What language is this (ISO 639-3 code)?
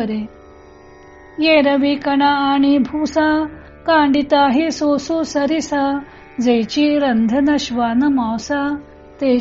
mar